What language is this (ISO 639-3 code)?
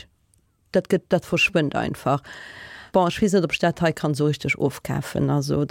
ltz